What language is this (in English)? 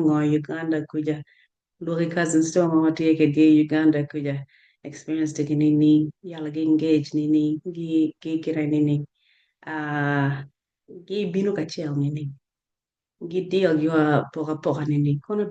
Acoli